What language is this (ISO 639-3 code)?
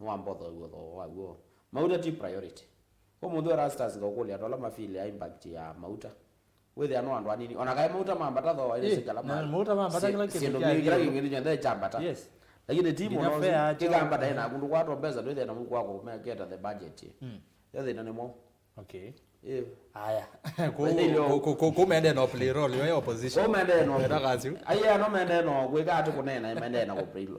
kam